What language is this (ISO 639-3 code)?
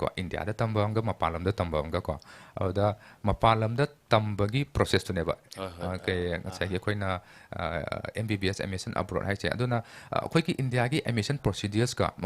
mni